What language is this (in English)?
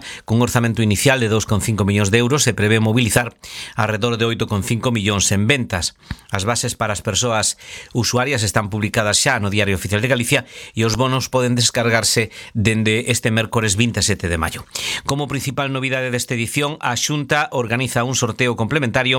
Galician